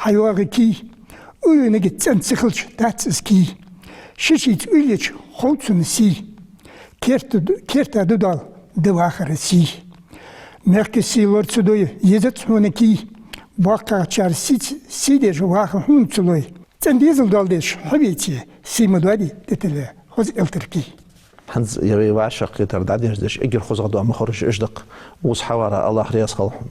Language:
Ingush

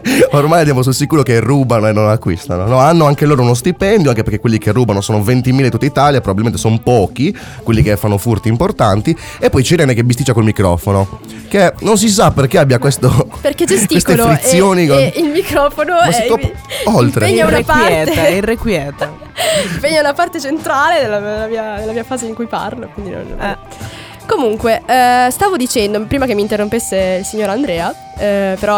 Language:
Italian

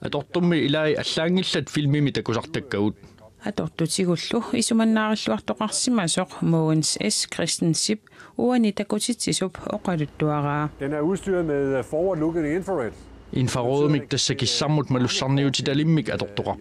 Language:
Kalaallisut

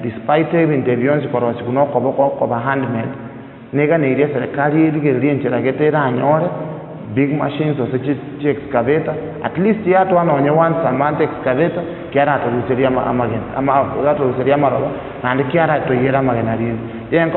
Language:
Gusii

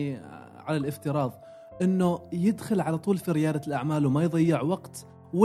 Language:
Gulf Arabic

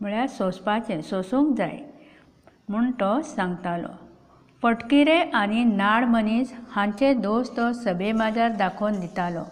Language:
Konkani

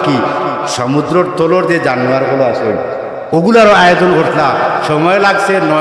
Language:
Sylheti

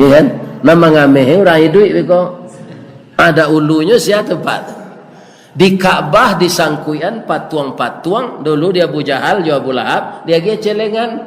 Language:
Minangkabau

